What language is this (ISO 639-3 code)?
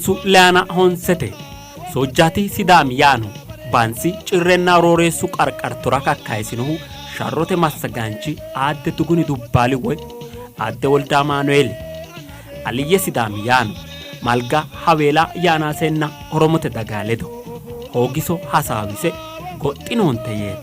sid